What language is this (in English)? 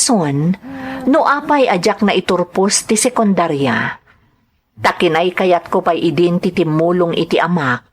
Iloko